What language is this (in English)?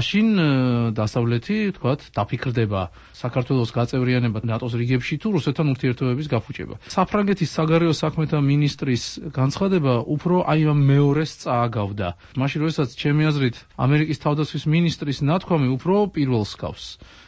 Georgian